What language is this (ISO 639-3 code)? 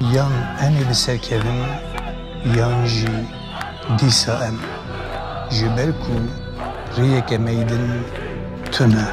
kur